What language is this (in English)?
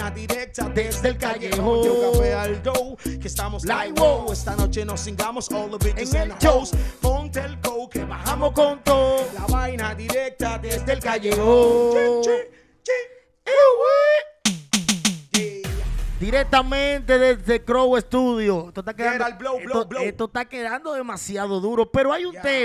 Spanish